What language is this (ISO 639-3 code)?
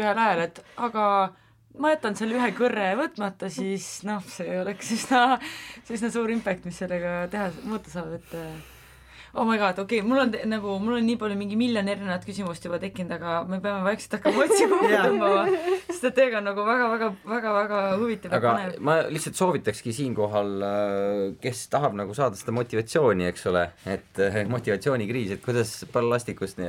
est